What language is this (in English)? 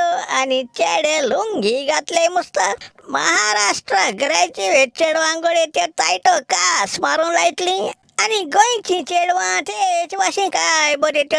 Konkani